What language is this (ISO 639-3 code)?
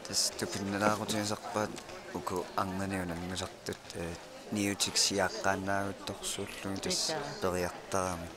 kal